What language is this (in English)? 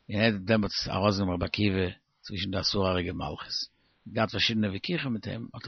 Yiddish